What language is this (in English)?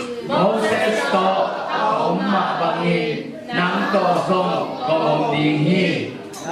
Tedim Chin